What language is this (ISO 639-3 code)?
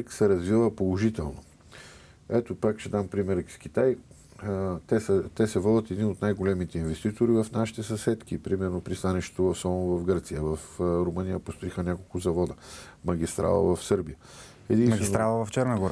bul